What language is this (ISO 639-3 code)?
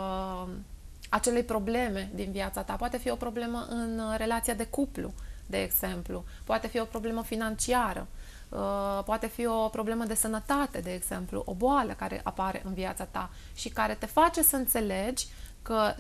ron